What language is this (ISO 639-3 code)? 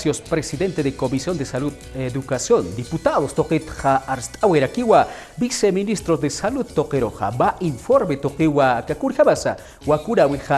aym